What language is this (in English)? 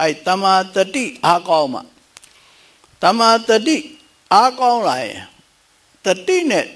Burmese